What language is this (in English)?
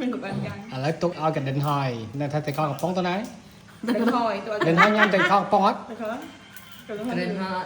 Khmer